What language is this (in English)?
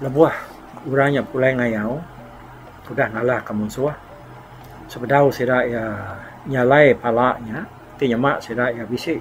Iban